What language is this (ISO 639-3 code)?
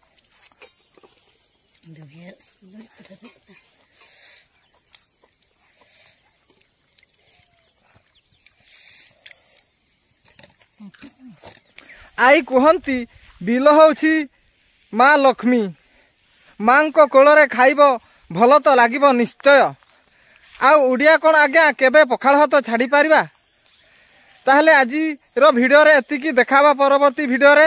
ori